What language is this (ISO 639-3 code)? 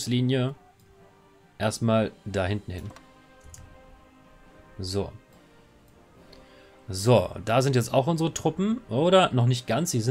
deu